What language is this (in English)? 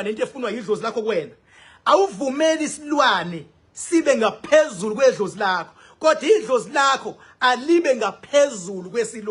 Zulu